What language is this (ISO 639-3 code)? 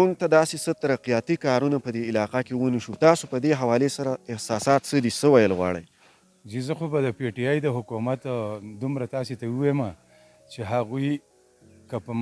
pus